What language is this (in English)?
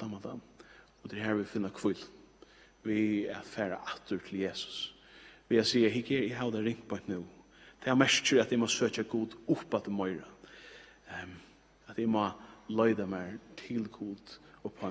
Faroese